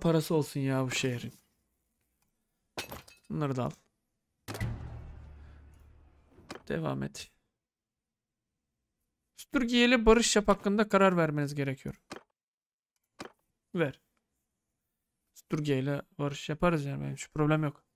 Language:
Turkish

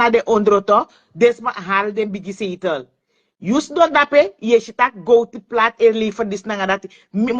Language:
Sranan Tongo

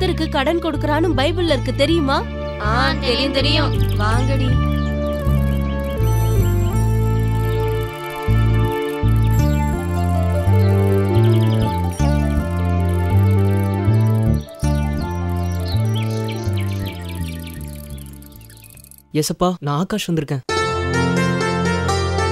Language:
Tamil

